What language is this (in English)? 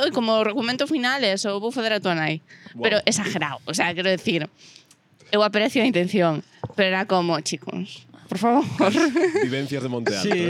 Galician